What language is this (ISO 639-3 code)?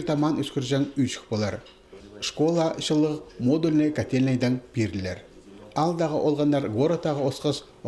kjh